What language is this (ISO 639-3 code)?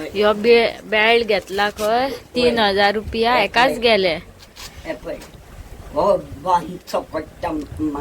kok